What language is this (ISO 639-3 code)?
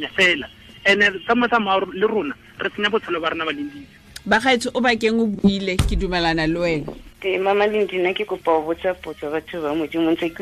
tsn